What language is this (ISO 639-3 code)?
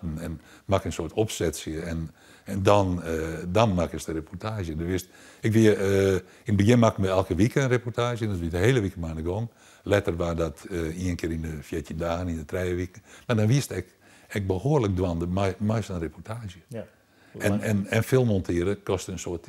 fry